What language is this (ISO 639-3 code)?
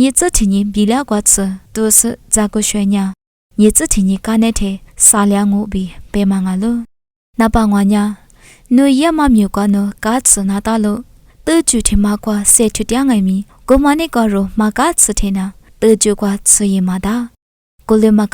lis